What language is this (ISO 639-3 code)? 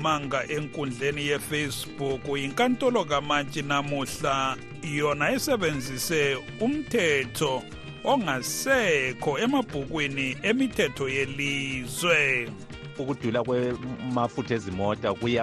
nde